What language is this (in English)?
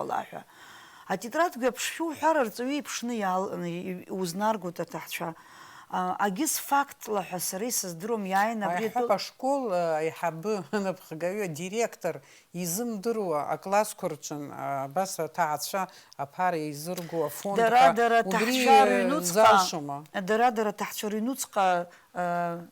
Abkhazian